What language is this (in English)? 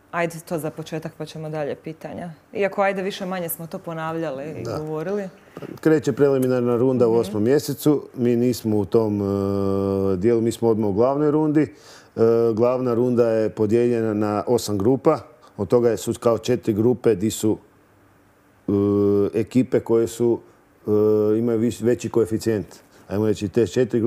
Croatian